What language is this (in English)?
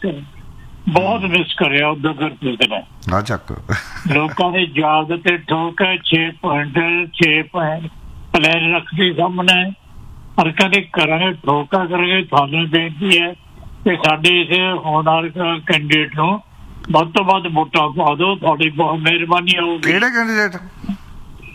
Punjabi